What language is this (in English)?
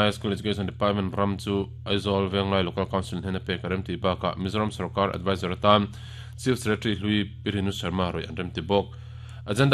Mizo